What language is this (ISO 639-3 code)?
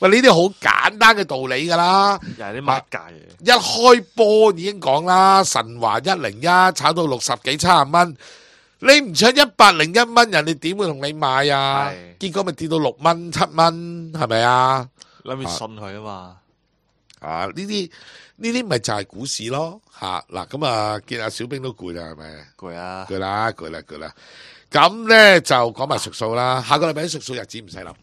yue